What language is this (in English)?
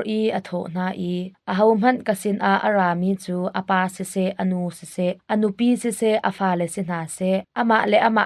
Hakha Chin